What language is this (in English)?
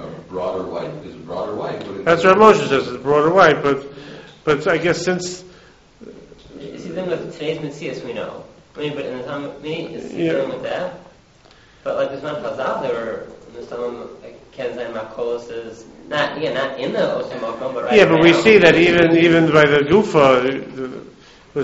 English